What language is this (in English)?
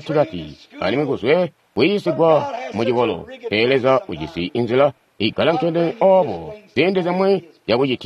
Tonga (Zambia)